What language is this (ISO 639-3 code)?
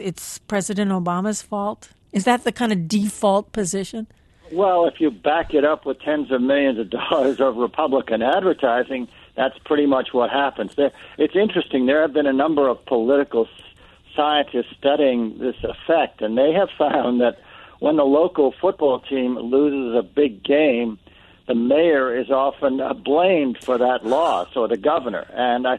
eng